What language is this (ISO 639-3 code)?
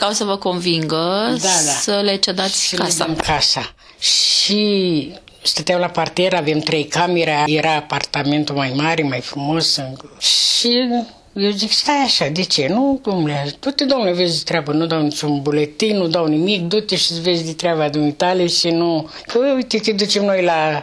ron